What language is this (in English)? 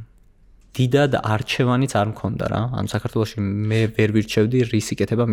Georgian